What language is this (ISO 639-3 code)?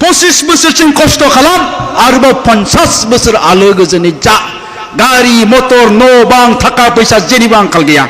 brx